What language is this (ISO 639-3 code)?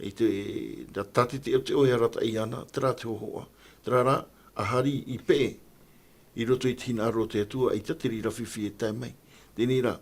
tah